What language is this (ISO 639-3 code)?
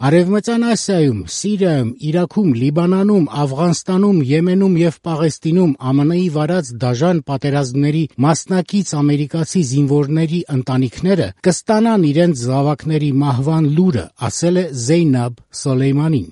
hye